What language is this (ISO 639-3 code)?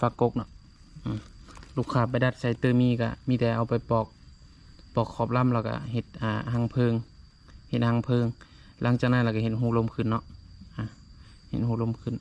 lao